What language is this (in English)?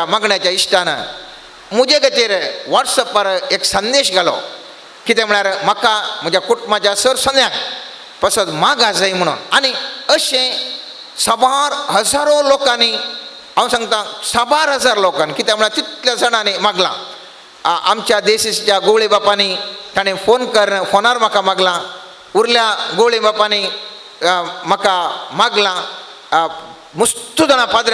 Konkani